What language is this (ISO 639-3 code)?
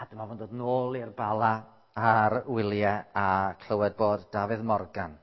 cym